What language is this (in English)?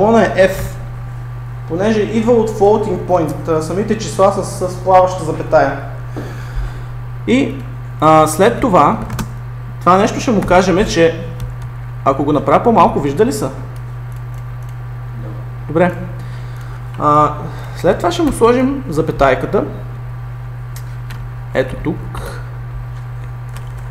Bulgarian